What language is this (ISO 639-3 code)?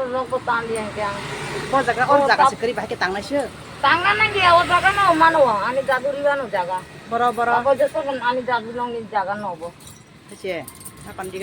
trp